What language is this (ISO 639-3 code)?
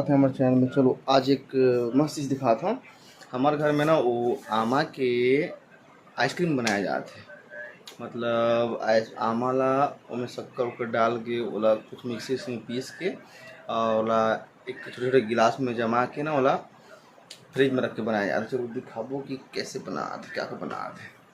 hne